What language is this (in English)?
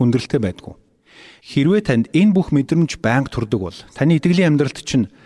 Mongolian